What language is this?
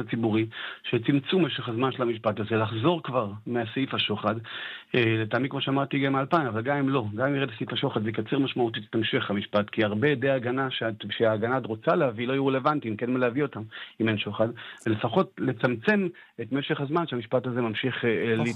Hebrew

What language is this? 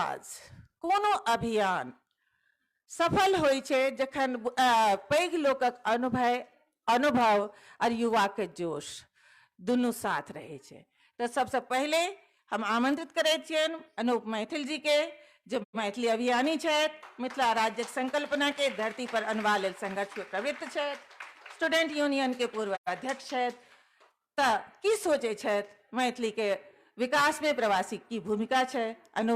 Maithili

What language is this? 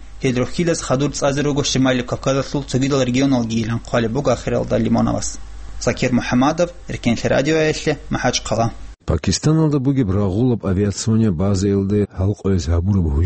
Avaric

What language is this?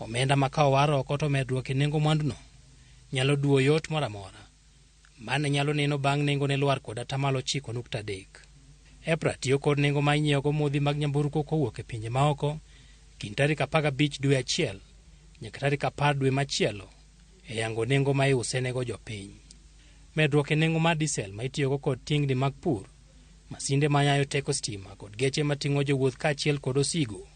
Luo (Kenya and Tanzania)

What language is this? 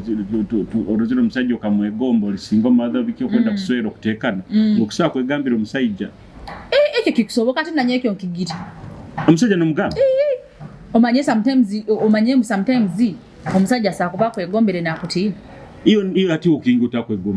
Nyoro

